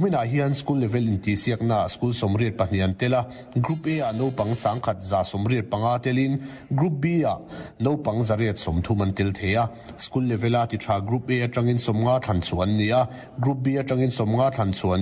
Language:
Mizo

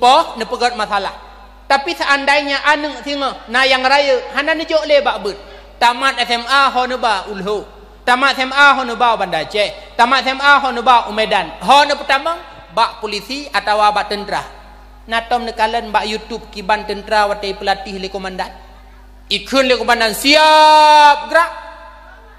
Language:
Achinese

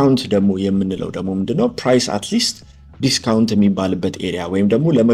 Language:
Amharic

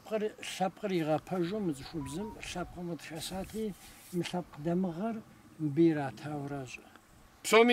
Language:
Kabardian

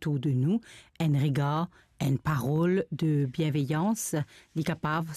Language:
Morisyen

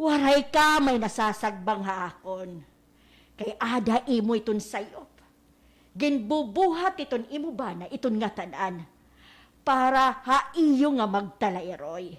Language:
Waray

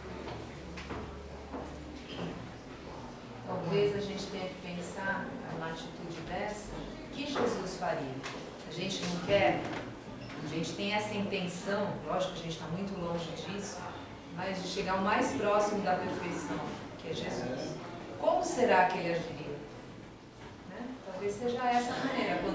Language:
Portuguese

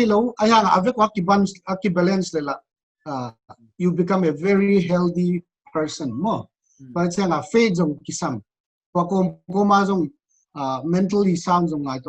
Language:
Paite Chin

